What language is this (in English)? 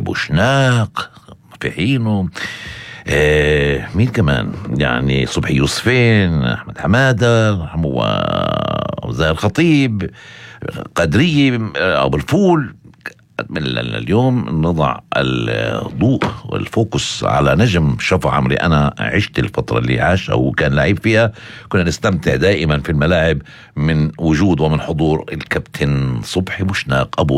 North Levantine Arabic